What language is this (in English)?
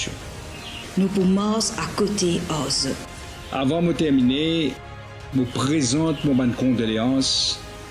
Morisyen